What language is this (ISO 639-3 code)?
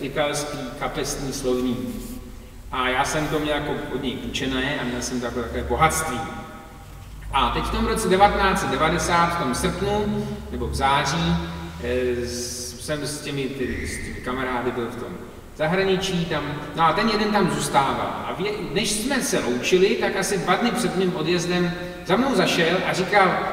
ces